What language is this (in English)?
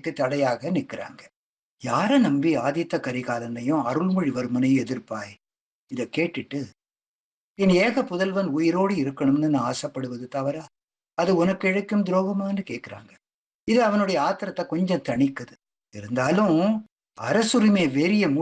Tamil